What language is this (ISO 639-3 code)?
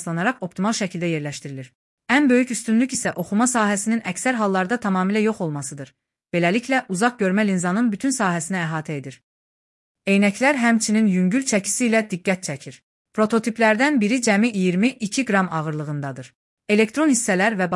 aze